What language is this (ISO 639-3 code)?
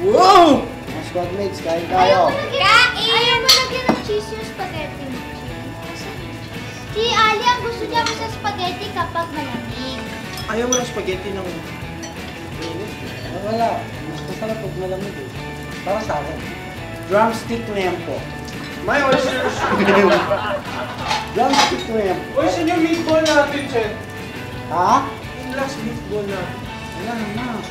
fil